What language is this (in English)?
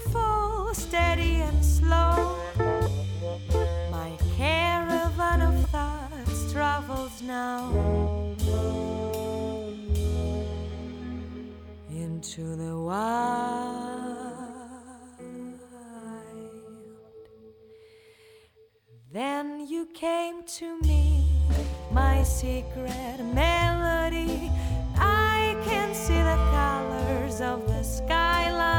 Greek